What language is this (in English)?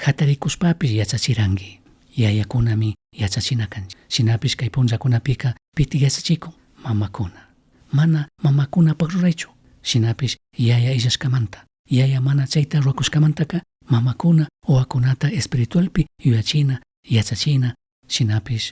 Chimborazo Highland Quichua